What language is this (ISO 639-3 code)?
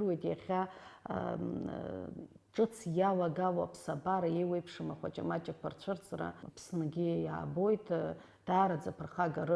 abk